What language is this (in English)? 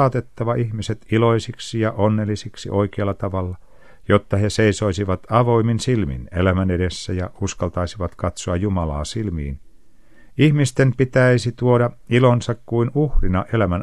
Finnish